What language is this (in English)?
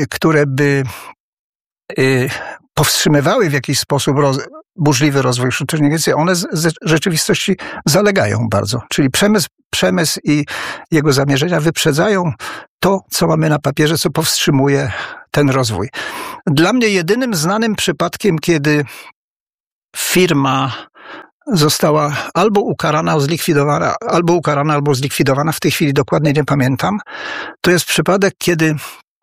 Polish